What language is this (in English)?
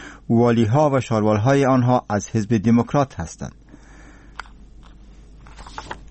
Persian